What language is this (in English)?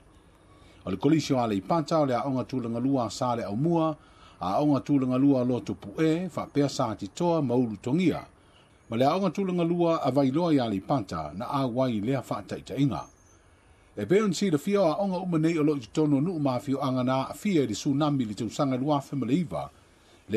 Samoan